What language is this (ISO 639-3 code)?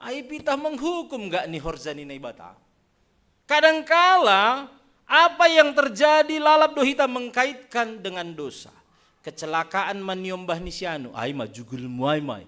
bts